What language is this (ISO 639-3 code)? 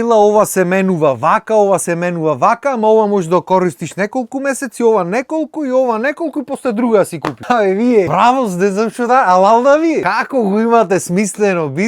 mkd